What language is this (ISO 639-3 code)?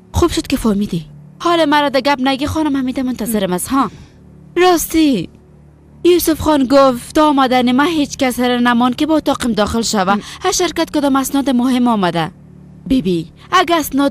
fas